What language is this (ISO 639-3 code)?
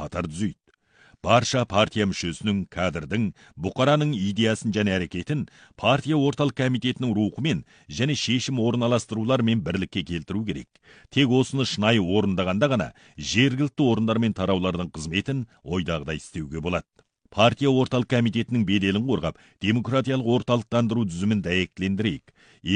kaz